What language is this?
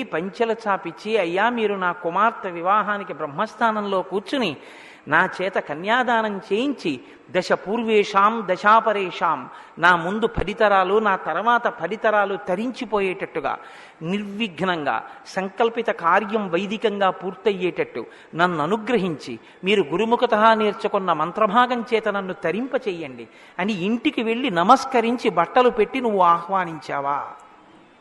Telugu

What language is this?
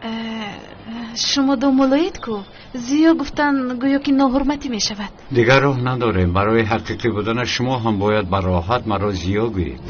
Tajik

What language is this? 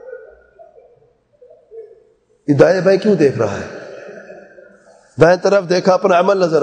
Urdu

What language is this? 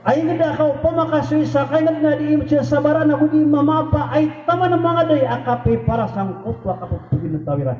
Maranao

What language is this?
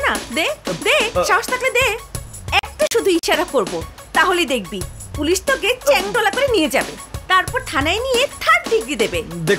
Bangla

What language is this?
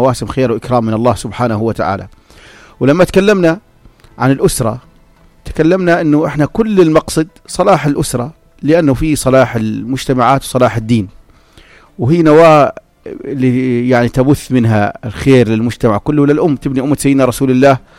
North Levantine Arabic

